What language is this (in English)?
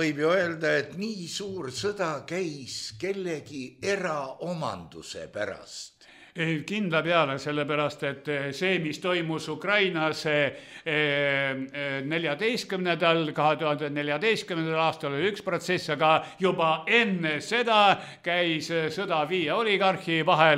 Estonian